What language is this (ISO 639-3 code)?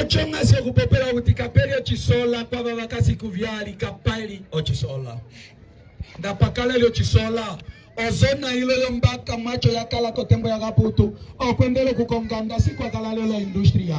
umb